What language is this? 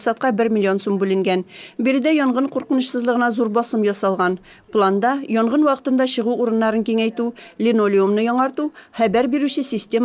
Tatar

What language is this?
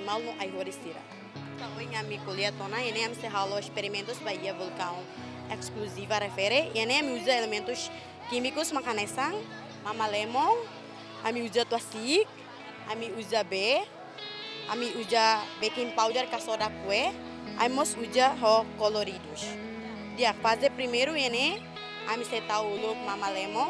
Tetum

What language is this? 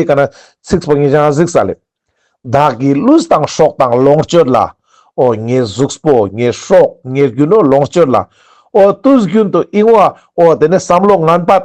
Ladakhi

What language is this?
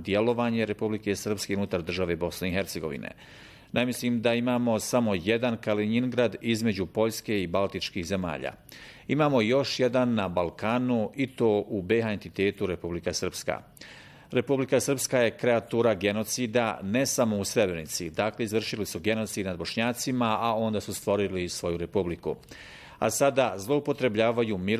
Bosnian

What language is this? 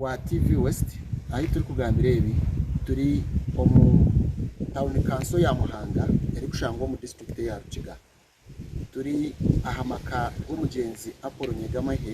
Nyankole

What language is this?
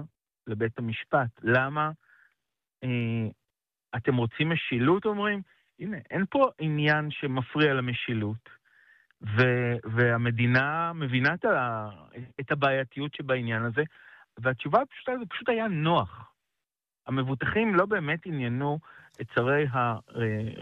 Hebrew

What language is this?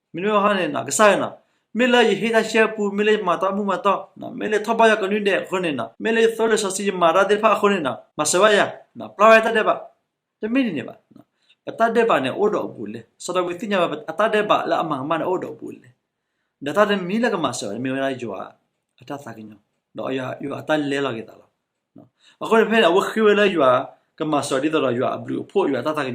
S'gaw Karen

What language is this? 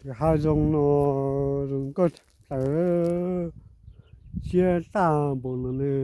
Hmong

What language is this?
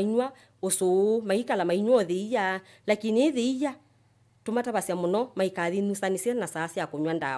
Kamba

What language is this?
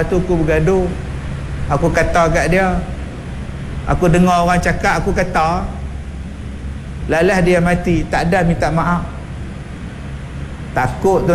Malay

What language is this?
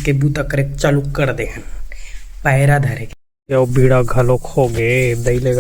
Chhattisgarhi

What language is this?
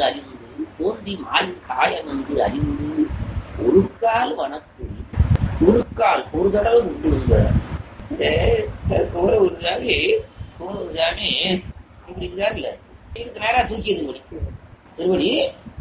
Tamil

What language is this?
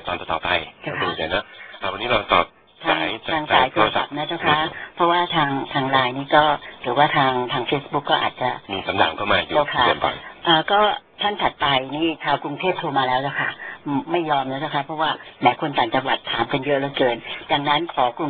Thai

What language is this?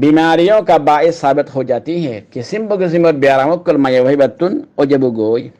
Rohingya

